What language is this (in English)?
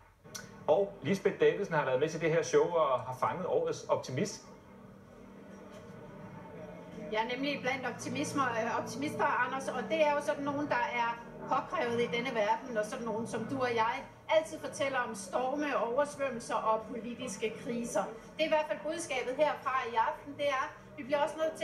Danish